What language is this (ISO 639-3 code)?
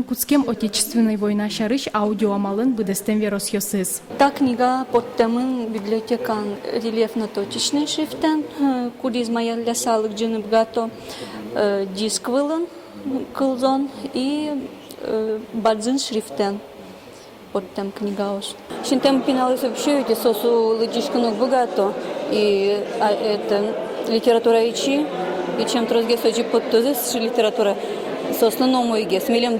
udm